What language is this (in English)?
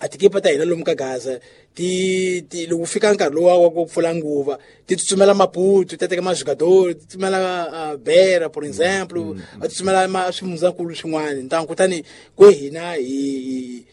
Tsonga